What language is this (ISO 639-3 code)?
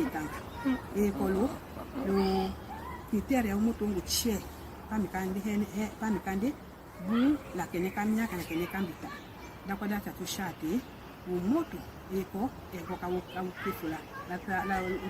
tll